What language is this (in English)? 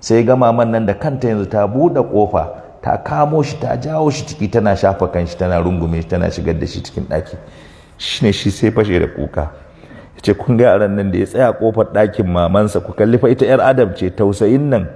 Hausa